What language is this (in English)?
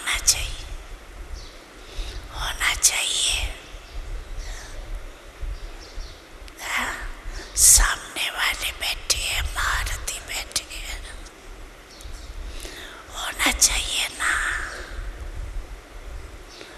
Hindi